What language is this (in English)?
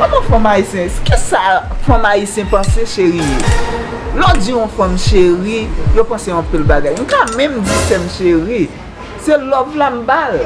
Haitian Creole